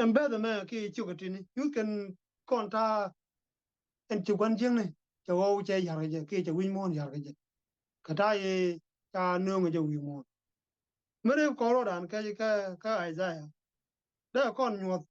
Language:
Nuer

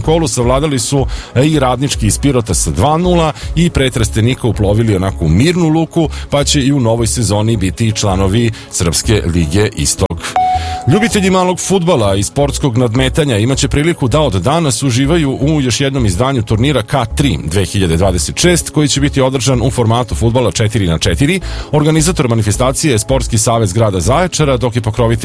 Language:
Serbian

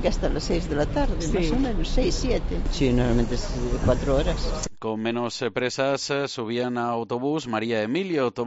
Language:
Galician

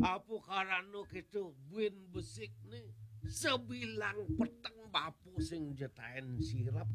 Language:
Balinese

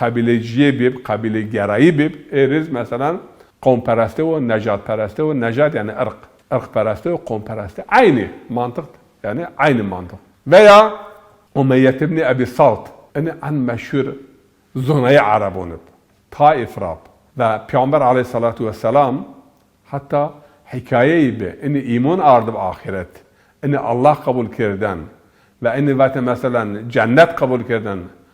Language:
Zaza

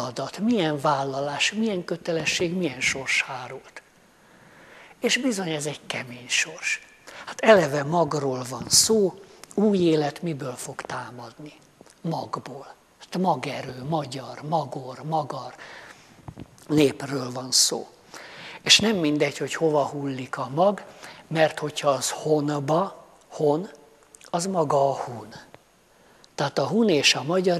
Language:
Hungarian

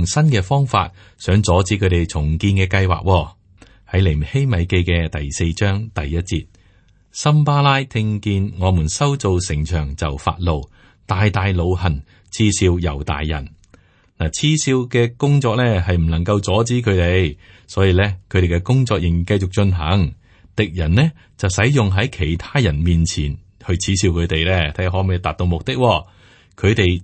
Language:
Cantonese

